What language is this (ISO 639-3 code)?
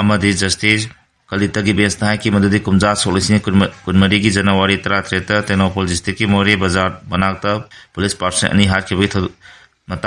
mni